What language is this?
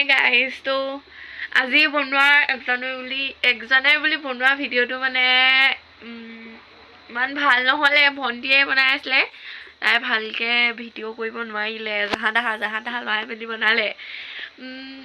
Assamese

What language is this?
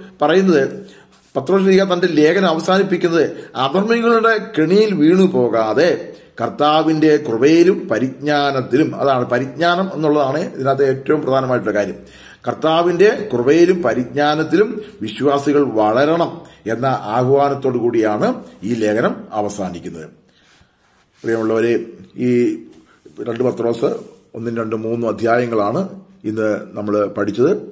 Malayalam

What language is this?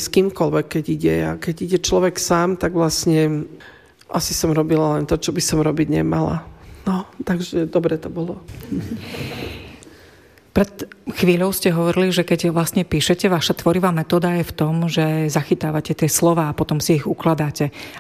Slovak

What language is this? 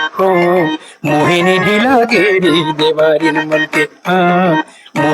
Chhattisgarhi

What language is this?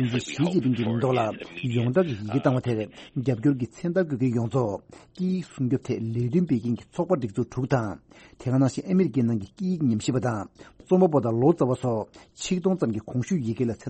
Tibetan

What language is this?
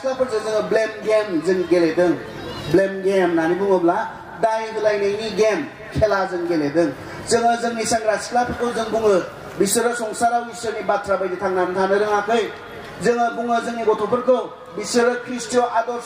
Bodo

